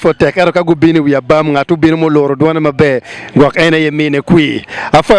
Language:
Acoli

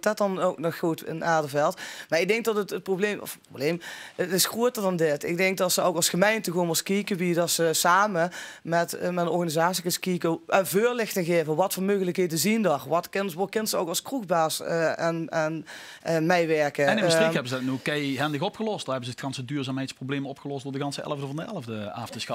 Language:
Limburgish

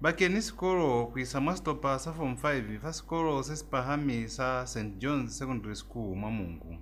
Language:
Lozi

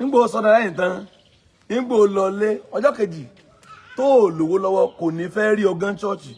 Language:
Yoruba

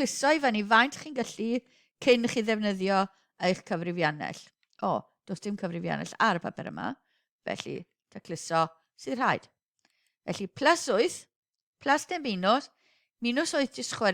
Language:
Welsh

